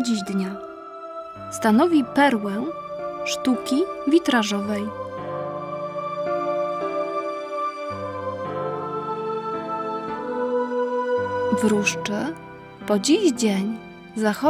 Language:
Polish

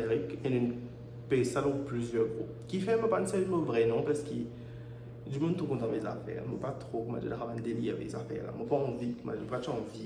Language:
Morisyen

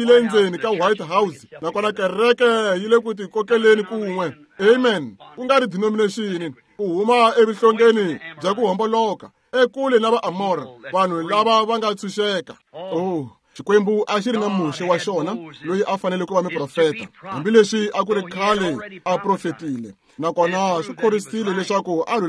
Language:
Tsonga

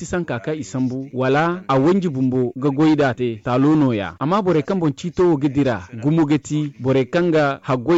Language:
Zarma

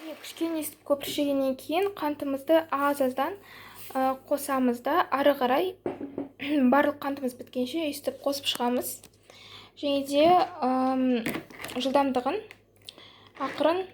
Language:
Kazakh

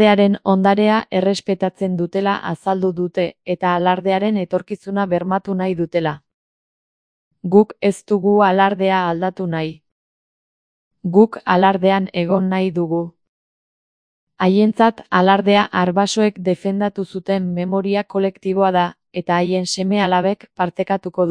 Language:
Basque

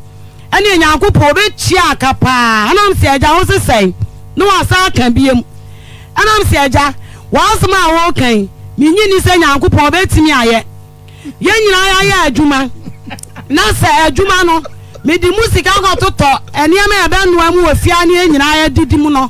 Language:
Akan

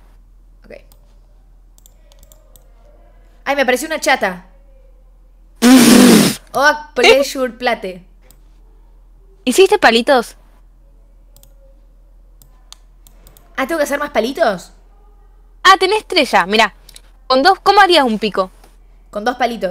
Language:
Spanish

